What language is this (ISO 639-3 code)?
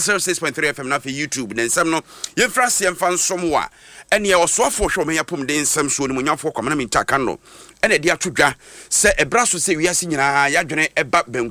aka